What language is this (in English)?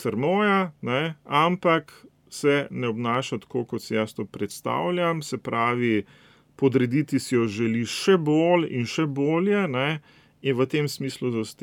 Slovenian